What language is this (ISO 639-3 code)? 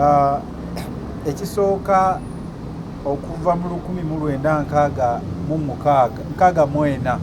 lug